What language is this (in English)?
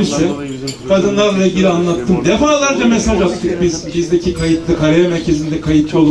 Turkish